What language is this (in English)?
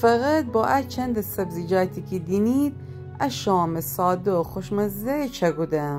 Gilaki